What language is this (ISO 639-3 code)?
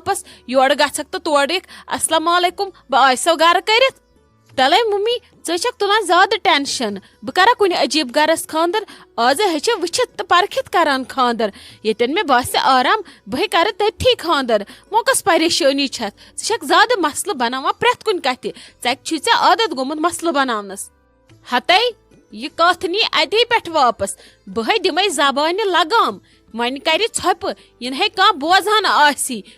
kas